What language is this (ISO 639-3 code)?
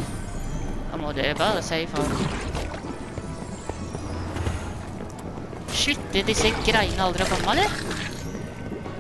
nor